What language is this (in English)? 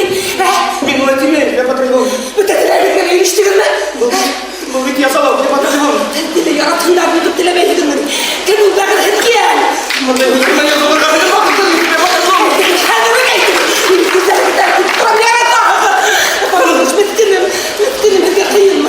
Bashkir